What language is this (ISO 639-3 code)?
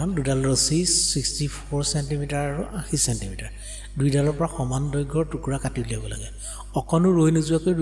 asm